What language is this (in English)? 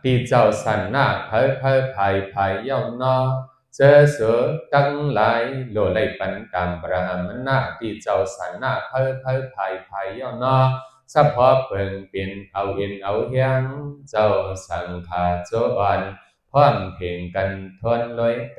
Shan